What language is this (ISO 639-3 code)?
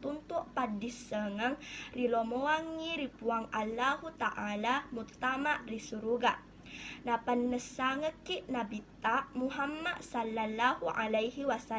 bug